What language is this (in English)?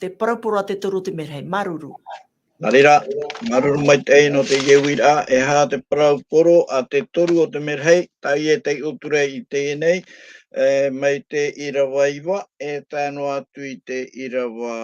Tahitian